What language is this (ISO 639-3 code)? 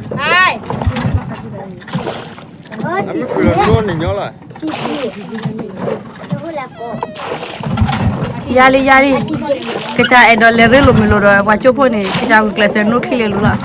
ksw